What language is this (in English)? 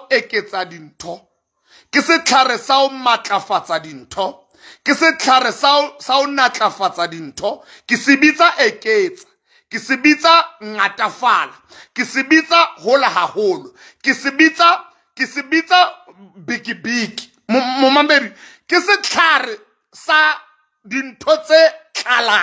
Southern Sotho